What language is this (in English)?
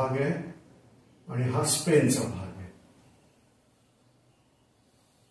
Marathi